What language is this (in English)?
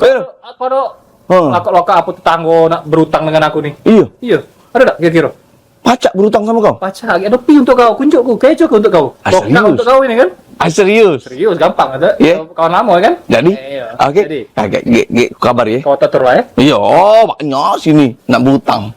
Musi